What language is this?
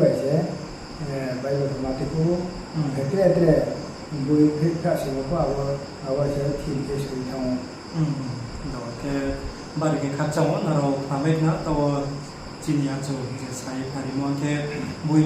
Riang (India)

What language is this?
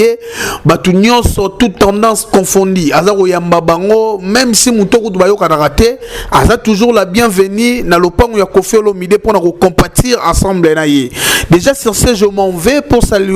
Lingala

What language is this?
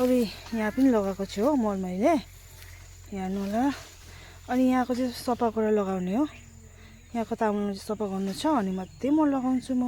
Nepali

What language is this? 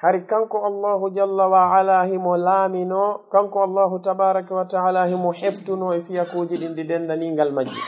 Fula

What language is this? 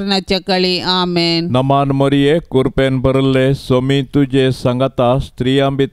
Konkani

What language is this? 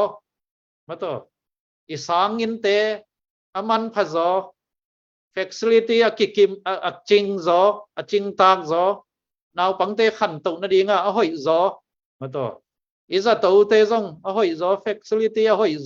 Tedim Chin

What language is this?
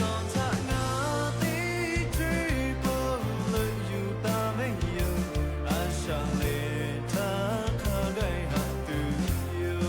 Lahu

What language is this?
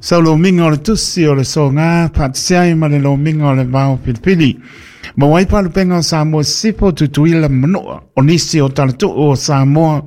Samoan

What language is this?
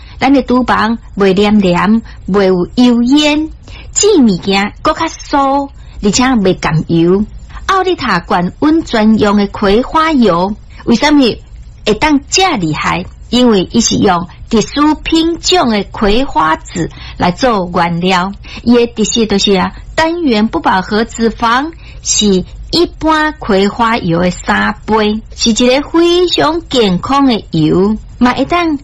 Min Nan Chinese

